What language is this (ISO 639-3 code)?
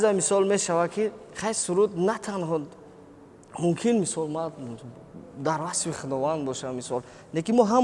tgk